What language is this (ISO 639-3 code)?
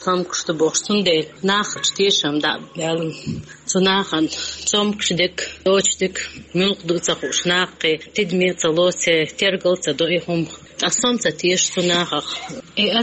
che